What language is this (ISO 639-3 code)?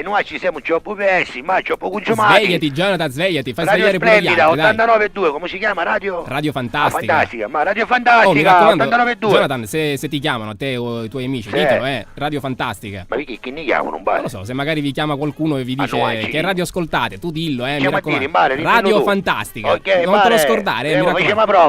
scn